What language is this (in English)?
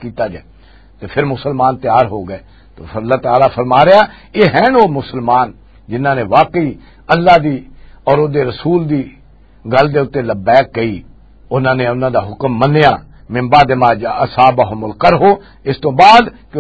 Western Panjabi